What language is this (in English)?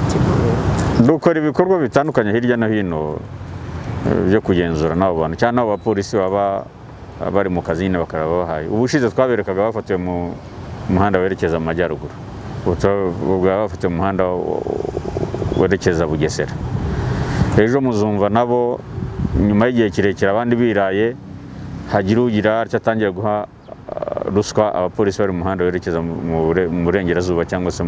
Kinyarwanda